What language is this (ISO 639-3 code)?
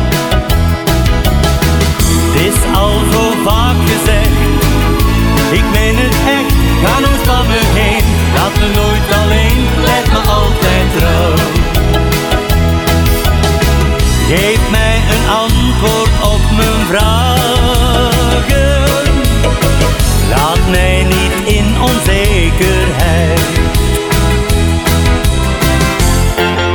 nld